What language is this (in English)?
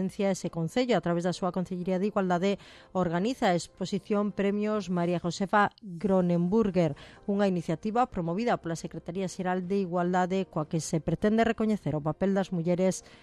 Galician